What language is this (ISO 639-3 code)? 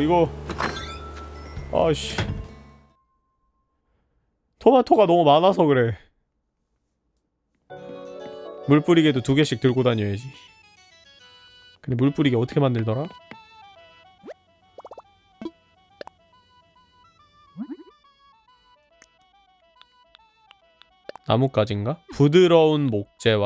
kor